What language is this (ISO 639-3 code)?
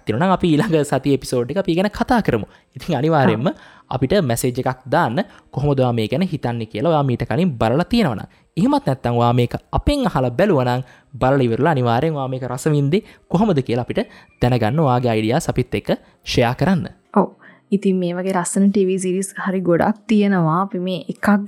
sin